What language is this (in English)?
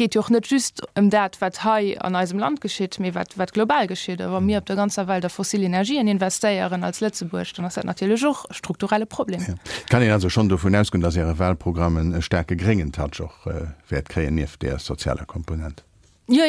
Luxembourgish